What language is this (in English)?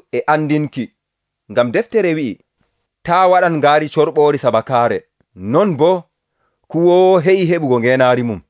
Nigerian Fulfulde